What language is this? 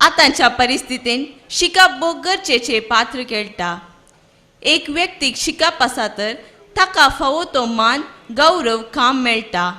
Konkani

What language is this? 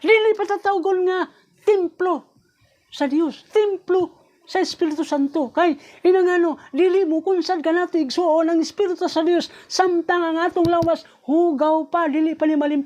Cebuano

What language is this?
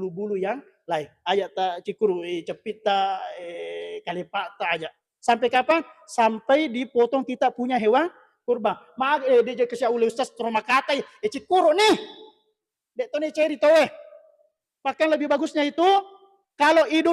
Buginese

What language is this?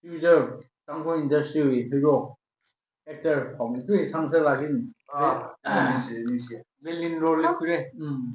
Tangkhul Naga (India)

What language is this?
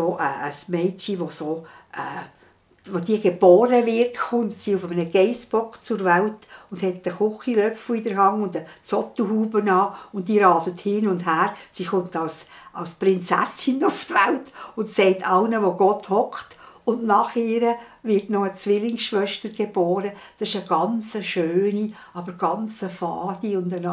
Swiss German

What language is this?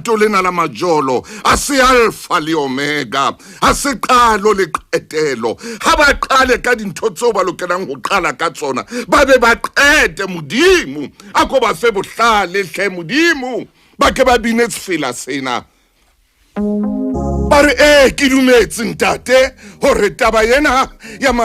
Southern Sotho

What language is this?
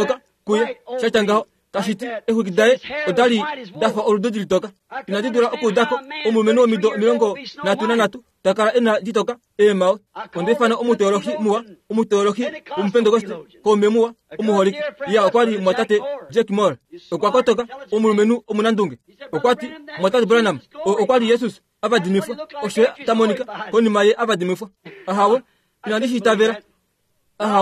Kuanyama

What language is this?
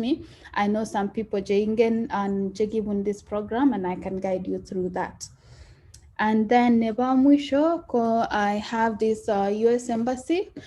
Kalenjin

